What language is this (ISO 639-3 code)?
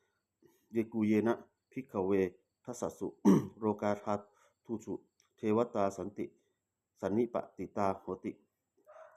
pli